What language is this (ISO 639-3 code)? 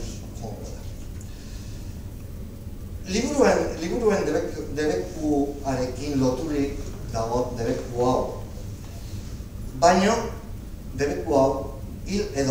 eus